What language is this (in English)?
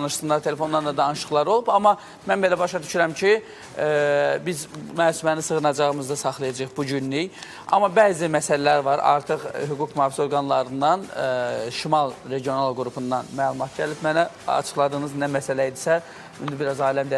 Azerbaijani